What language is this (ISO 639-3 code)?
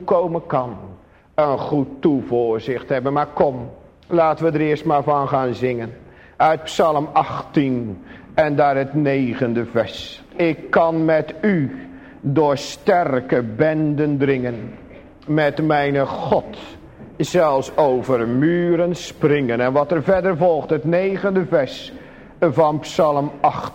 nld